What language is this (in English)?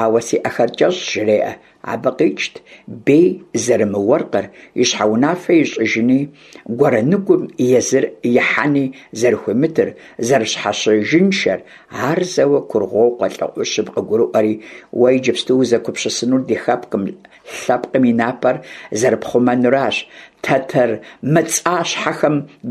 Kabardian